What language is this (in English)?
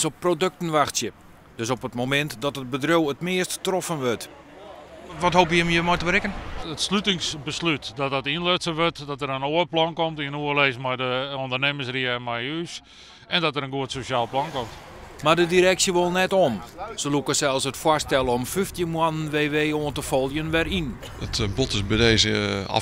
Western Frisian